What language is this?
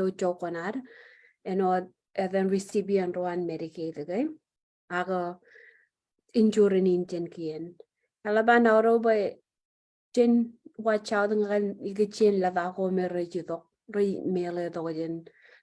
Marshallese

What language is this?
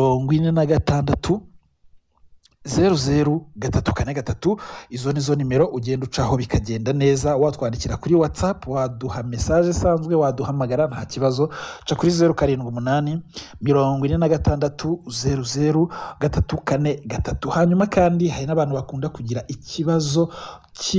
Kinyarwanda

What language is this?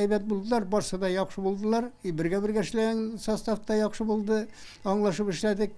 Tatar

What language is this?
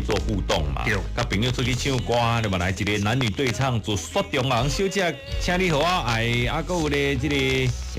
Min Nan Chinese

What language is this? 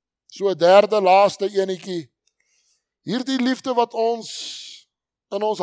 Afrikaans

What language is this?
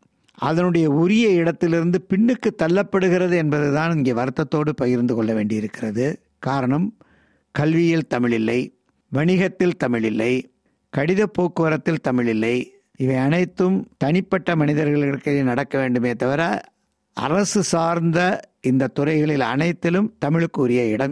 Tamil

